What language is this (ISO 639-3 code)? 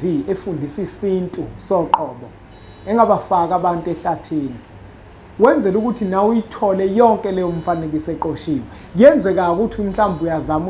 zul